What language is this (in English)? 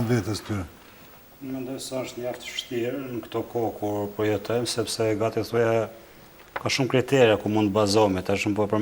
Albanian